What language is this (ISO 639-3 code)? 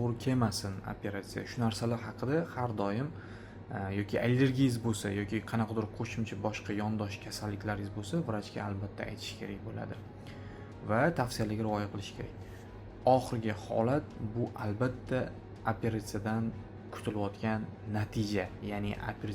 uzb